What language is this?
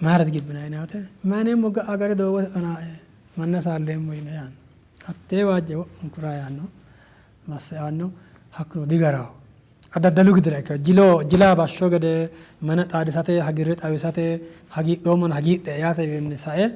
Sidamo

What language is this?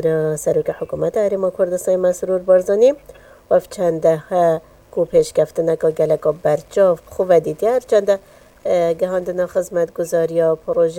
Kurdish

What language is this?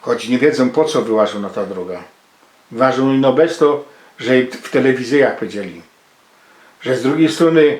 Silesian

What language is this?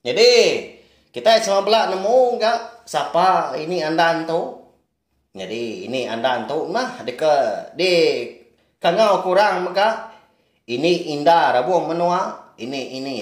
Iban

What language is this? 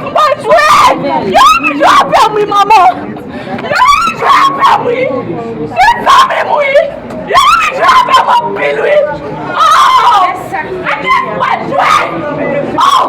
Haitian Creole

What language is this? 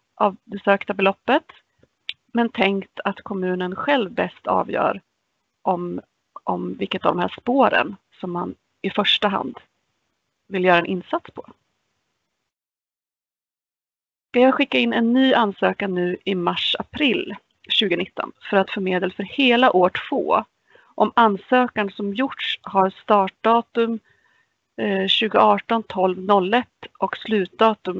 Swedish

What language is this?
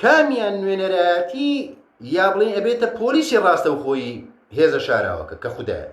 Central Kurdish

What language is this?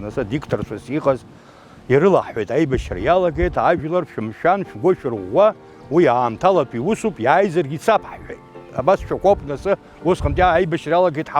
Abkhazian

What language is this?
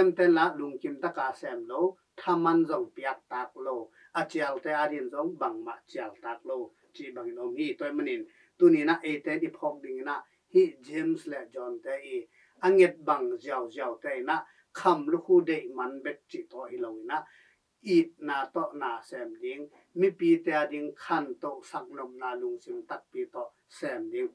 Tedim Chin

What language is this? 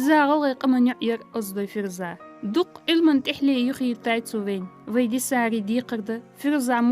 Ingush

